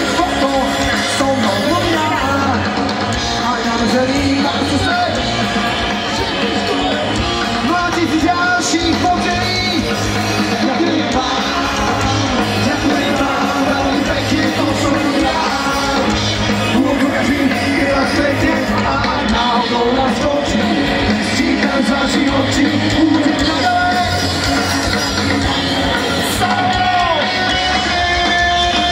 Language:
Slovak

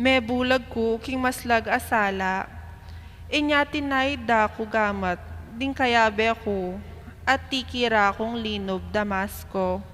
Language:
Pampanga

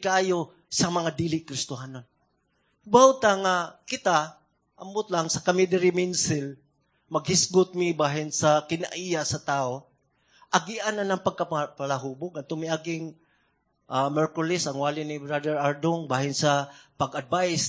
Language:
Cebuano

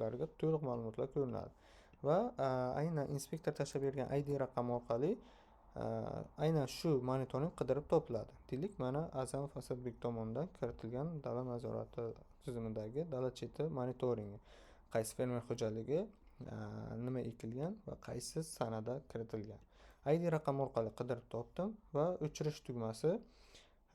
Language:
Uzbek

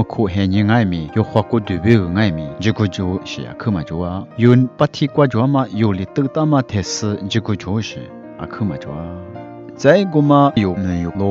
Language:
Lisu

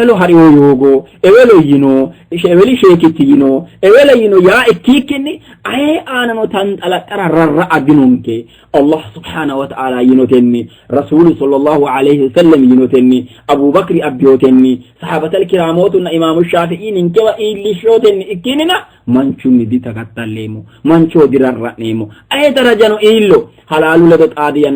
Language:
Sidamo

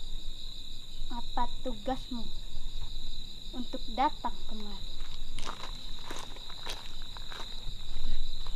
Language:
Indonesian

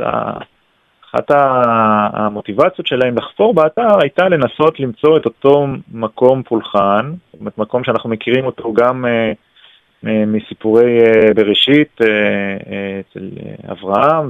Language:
Hebrew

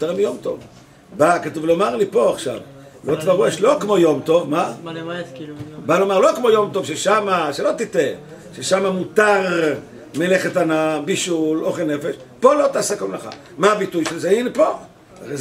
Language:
Hebrew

